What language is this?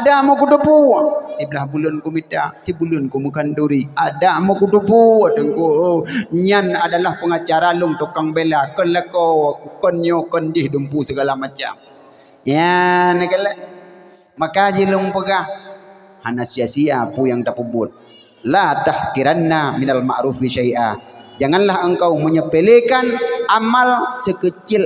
Achinese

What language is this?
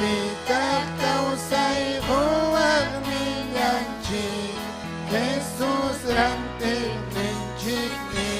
Ayacucho Quechua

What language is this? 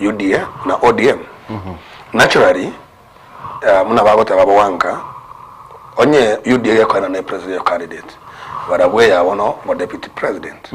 Gusii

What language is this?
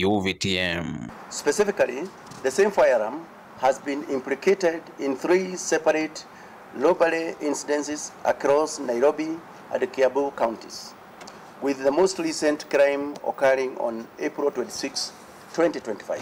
Kamba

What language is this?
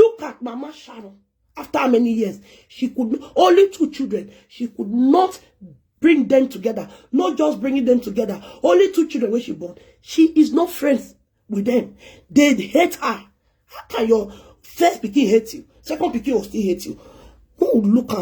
Nigerian Pidgin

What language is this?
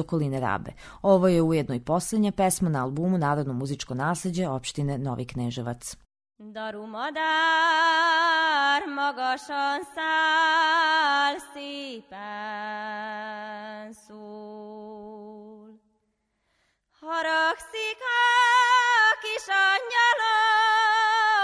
Hungarian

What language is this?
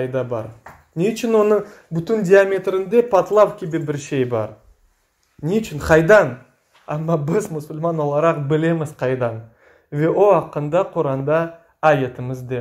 Crimean Tatar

